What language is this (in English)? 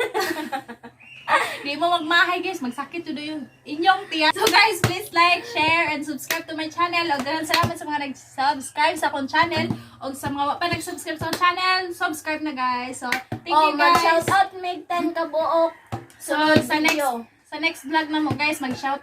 Cebuano